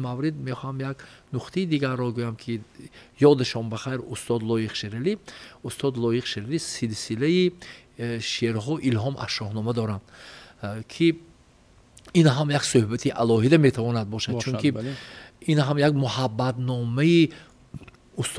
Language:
Tajik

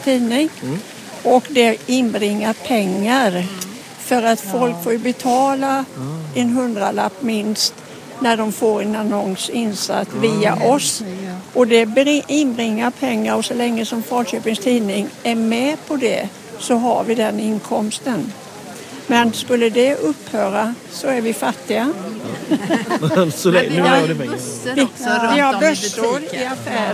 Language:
Swedish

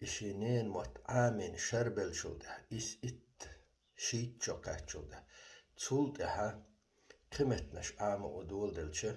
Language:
Chechen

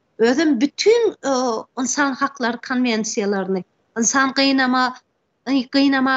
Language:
Turkmen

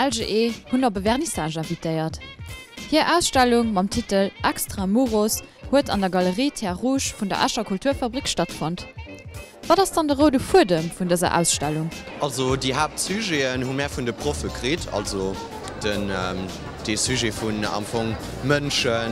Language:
Luxembourgish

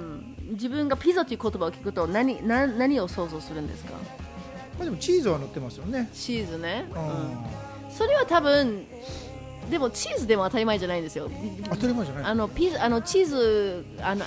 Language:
Japanese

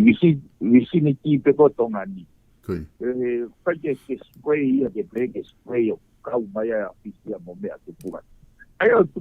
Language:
Tongan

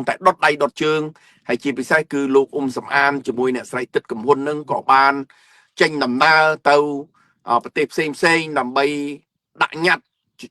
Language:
Khmer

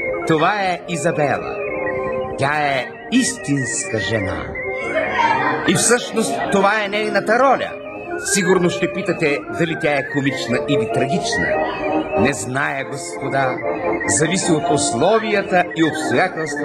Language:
Bulgarian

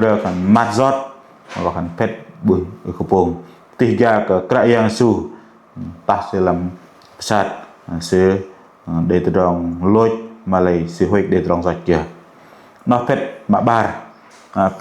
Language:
Bahnar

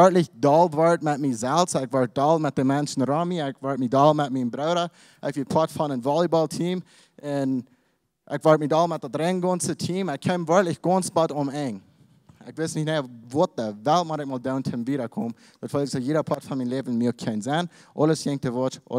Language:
Plautdietsch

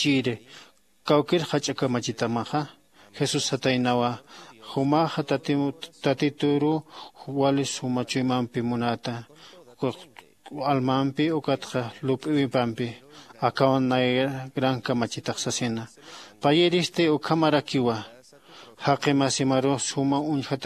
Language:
Aymara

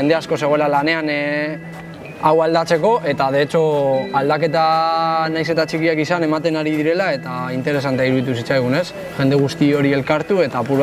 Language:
Basque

